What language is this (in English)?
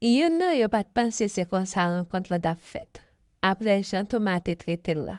Haitian Creole